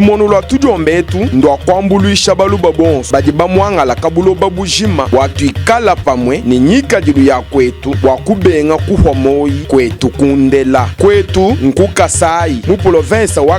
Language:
Luba-Lulua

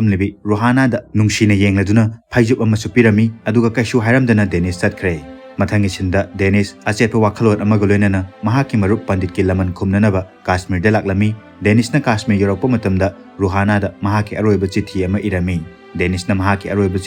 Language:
Manipuri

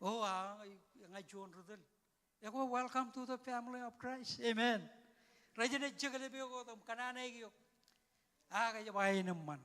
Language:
Marshallese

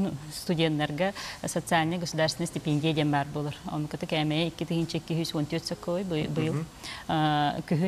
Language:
Yakut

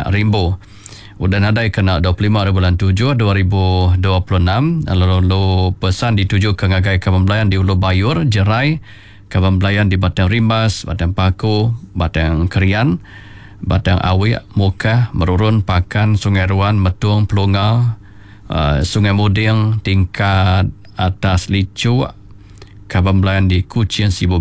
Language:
Iban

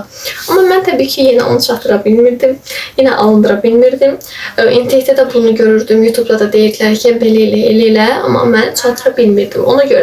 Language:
Azerbaijani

